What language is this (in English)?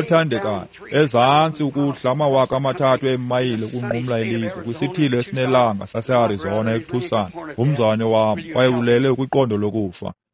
Xhosa